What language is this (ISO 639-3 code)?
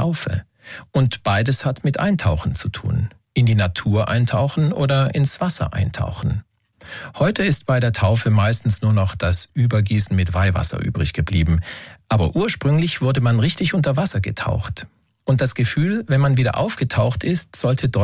deu